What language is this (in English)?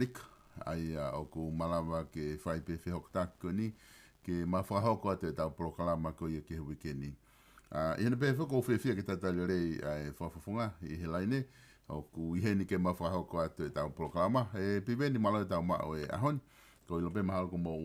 Tongan